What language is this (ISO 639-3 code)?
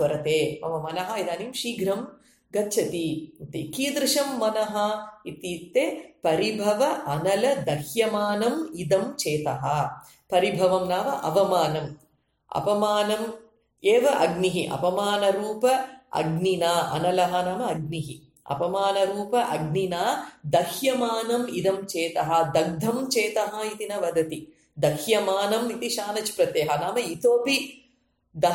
san